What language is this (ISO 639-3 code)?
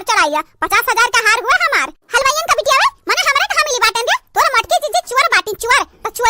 awa